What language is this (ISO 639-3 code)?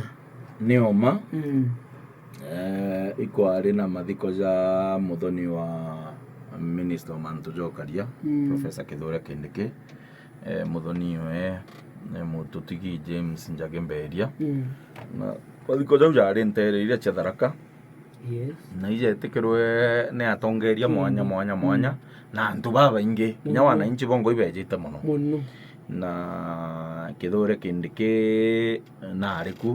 mer